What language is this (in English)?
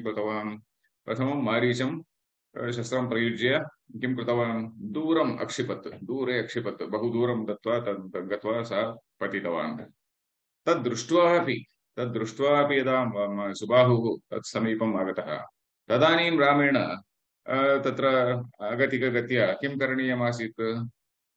Sanskrit